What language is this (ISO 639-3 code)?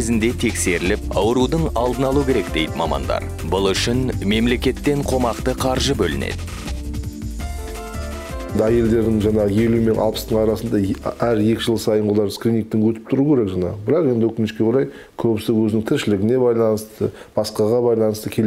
kaz